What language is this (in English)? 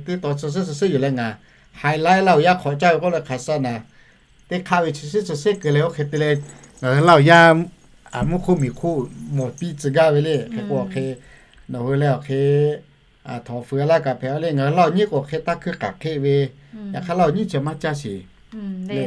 Lahu